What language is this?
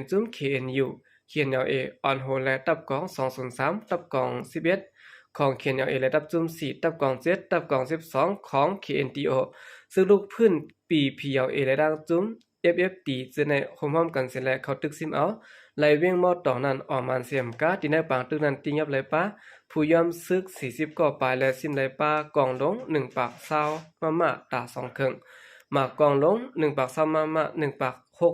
Shan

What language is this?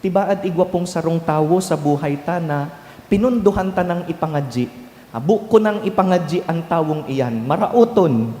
Bikol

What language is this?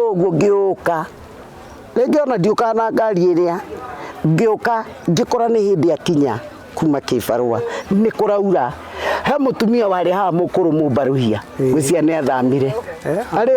Kikuyu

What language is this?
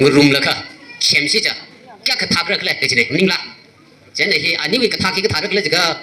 Tangkhul Naga (India)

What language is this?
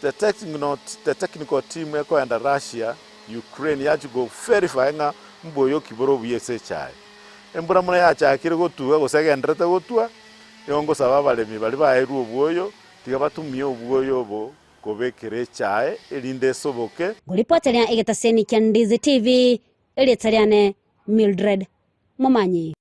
Gusii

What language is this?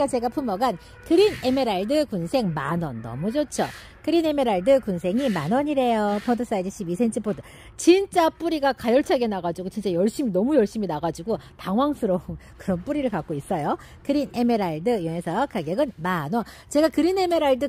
Korean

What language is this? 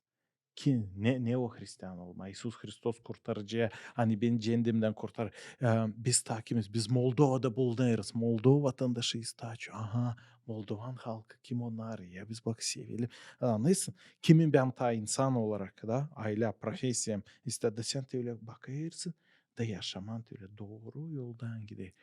Gagauz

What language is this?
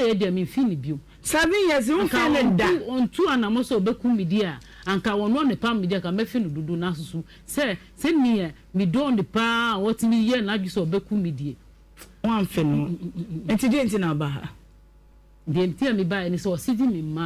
Akan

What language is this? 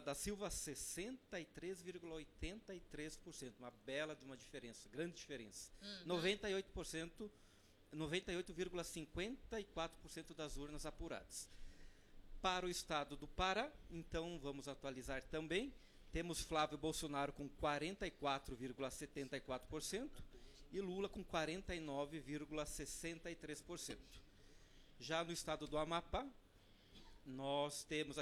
Portuguese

